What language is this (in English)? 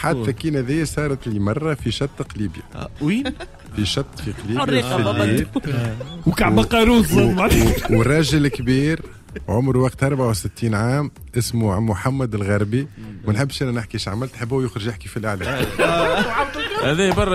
Tunisian Arabic